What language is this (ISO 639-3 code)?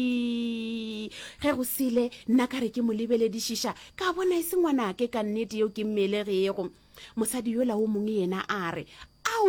nso